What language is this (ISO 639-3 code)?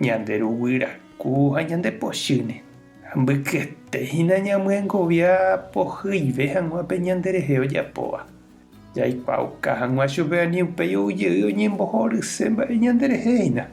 grn